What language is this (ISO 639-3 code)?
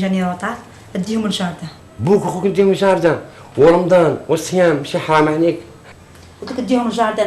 arq